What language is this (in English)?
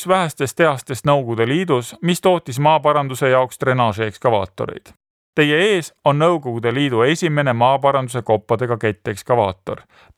Estonian